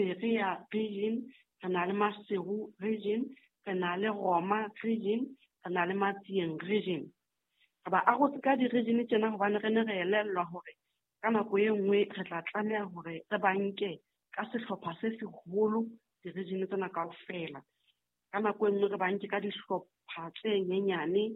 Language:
Southern Sotho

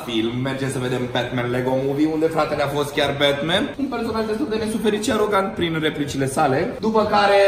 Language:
Romanian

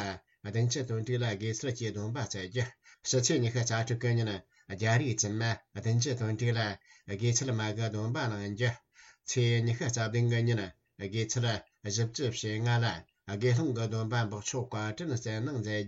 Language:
Tibetan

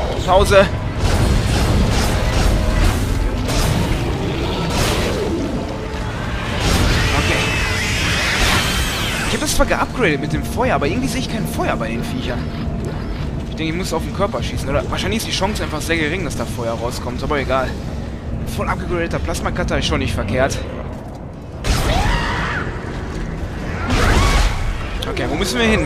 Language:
German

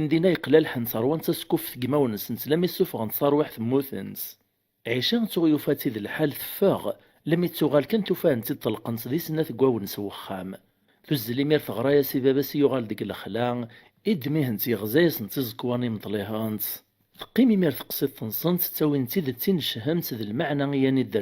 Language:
Kabyle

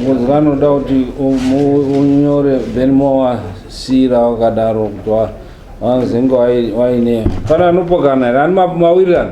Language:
Shona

